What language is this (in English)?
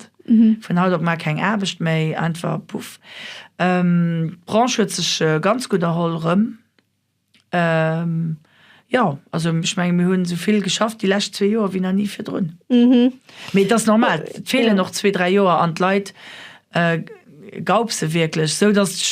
Luxembourgish